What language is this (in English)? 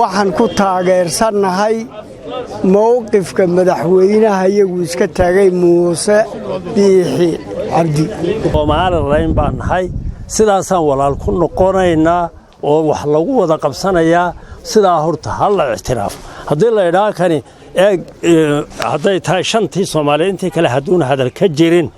Somali